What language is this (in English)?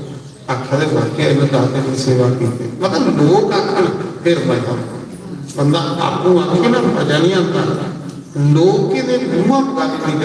Dogri